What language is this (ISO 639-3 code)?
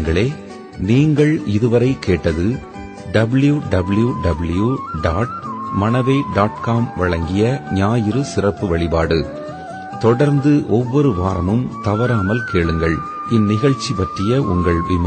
tam